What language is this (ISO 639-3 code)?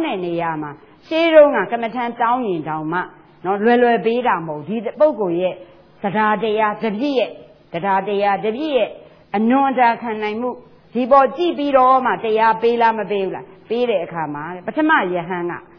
mya